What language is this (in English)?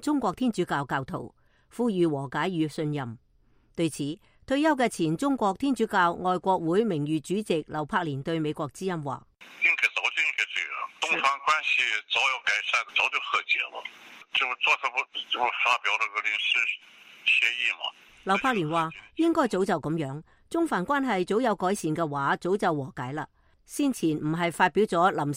Cantonese